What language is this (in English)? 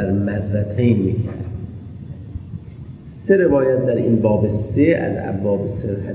Persian